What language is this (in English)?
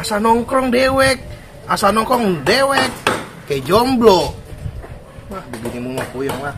Betawi